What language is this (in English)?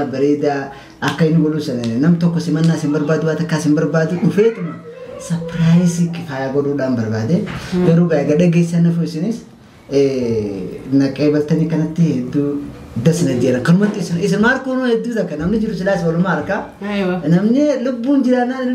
Oromo